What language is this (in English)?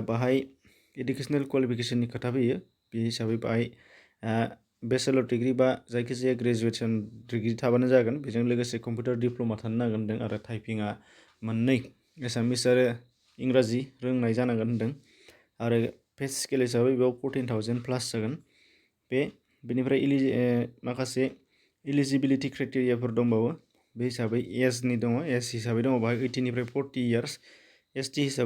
Bodo